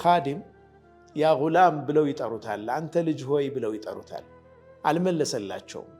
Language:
Amharic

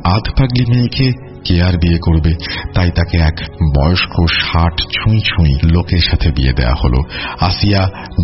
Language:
Bangla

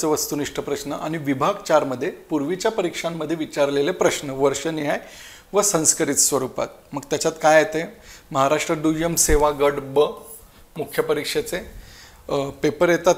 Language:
Marathi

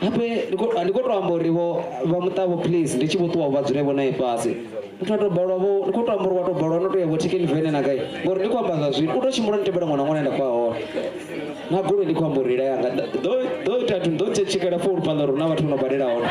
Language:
Venda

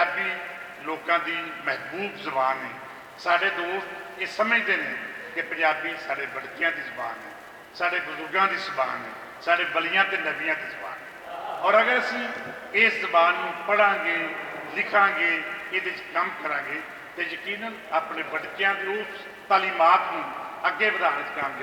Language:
Western Panjabi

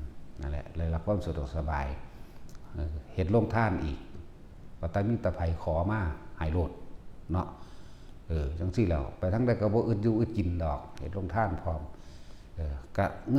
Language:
Northeastern Thai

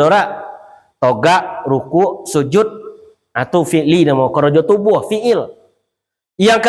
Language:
Minangkabau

